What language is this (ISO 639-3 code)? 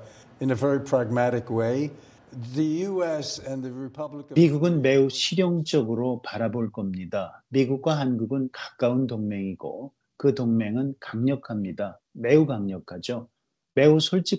kor